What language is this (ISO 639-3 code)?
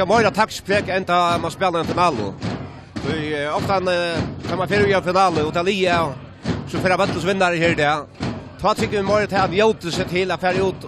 fao